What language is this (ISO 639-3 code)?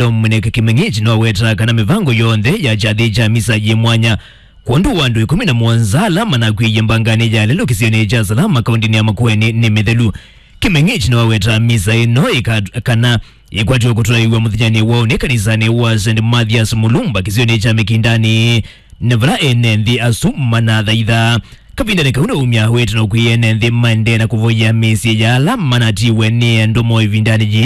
kam